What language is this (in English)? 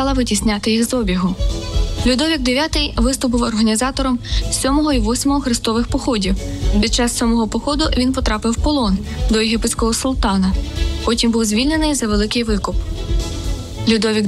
Ukrainian